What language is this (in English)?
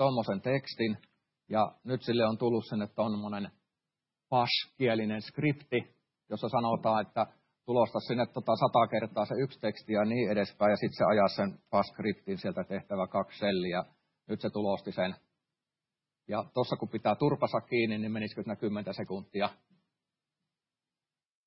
Finnish